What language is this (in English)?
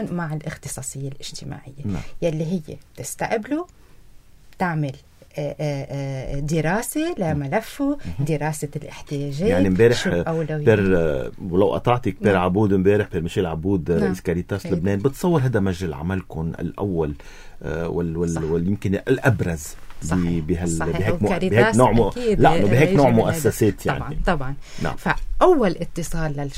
North Levantine Arabic